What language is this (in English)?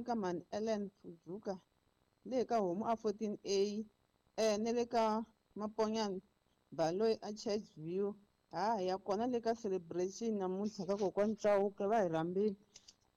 Tsonga